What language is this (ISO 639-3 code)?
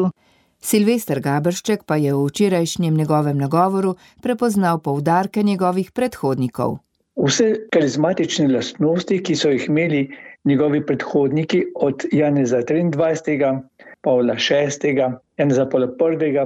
slv